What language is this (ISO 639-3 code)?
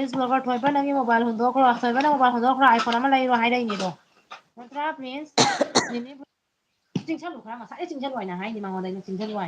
mni